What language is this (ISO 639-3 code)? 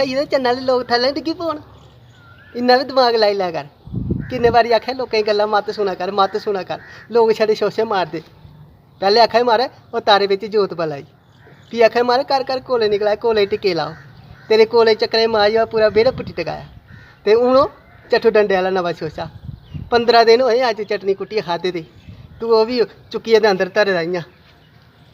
doi